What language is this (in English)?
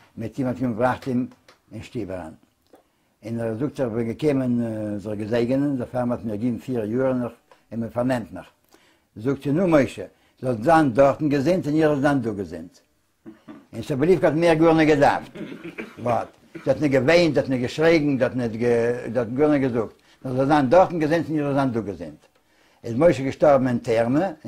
Yiddish